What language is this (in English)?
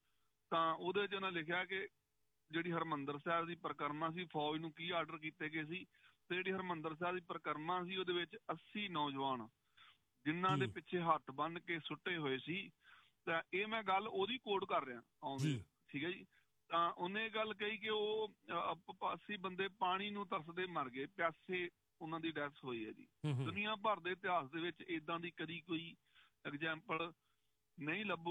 Punjabi